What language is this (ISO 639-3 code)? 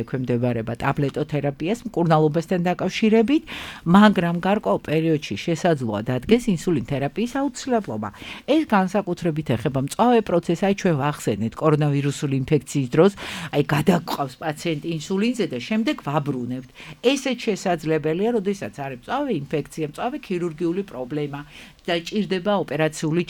kat